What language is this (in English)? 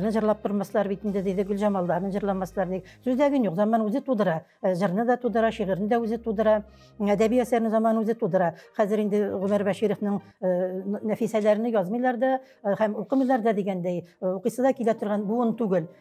Tatar